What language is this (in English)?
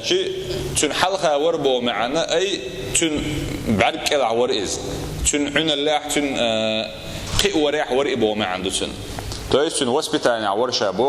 Chechen